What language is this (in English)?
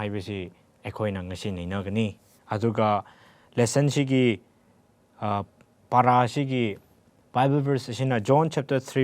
Manipuri